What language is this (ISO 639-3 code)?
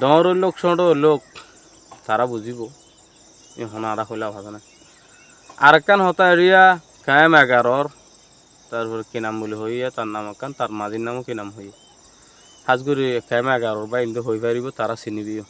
rhg